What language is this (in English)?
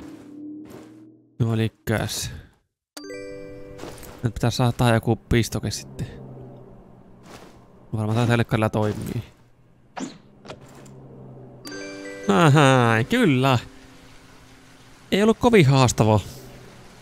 Finnish